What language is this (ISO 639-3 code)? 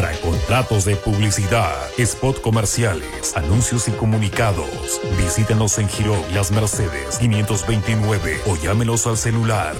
spa